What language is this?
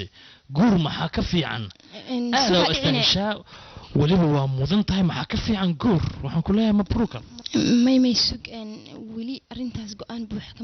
Somali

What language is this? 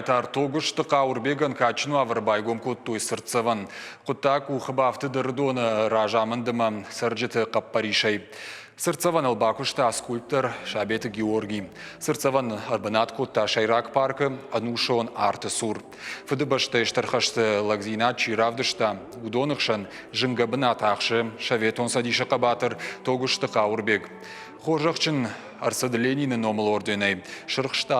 Ossetic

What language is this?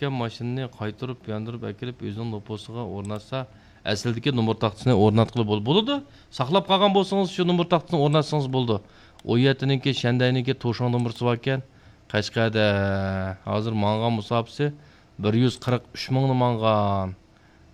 Uyghur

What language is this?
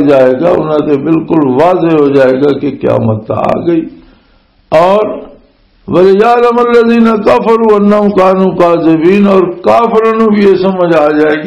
Western Panjabi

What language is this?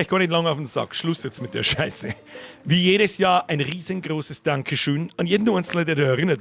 Bavarian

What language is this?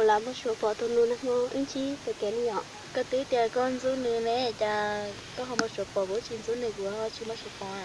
Hmong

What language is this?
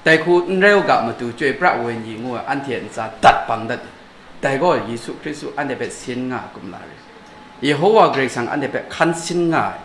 Kachin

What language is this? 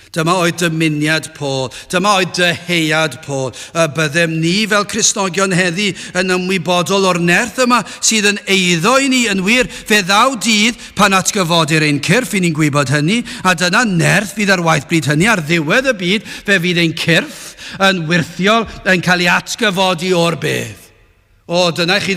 Welsh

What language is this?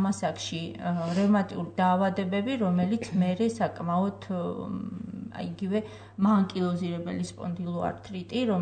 Georgian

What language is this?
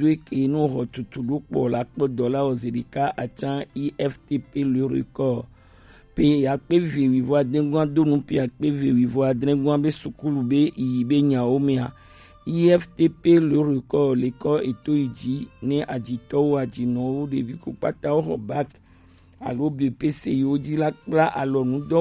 Gen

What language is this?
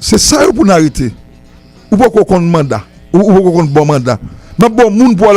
Haitian Creole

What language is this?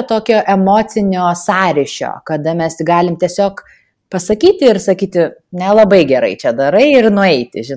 Lithuanian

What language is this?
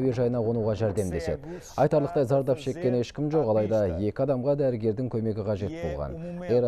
Kazakh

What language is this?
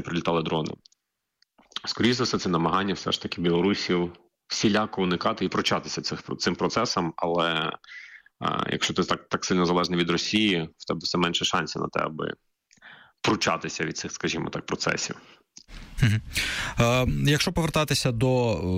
Ukrainian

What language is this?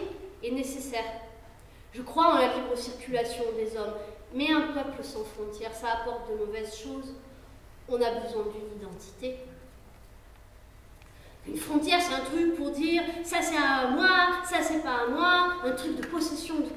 French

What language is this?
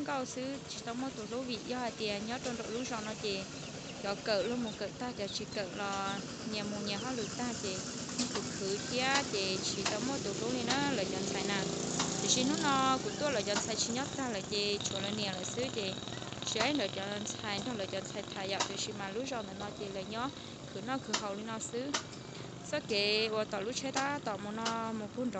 Hmong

